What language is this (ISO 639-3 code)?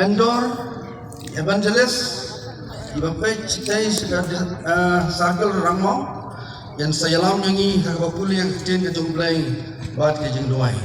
kha